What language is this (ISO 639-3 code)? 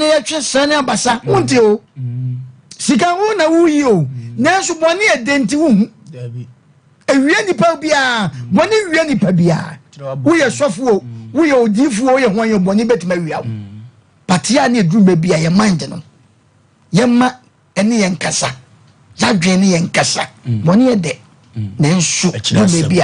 aka